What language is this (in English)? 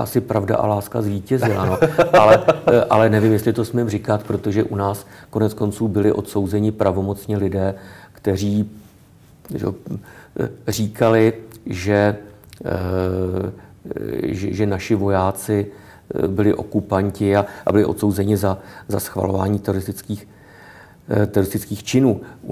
Czech